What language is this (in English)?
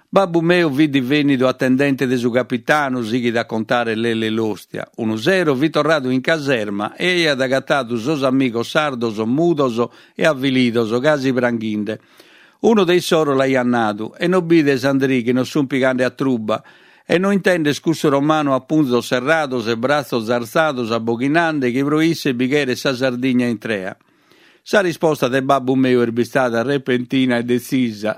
Sardinian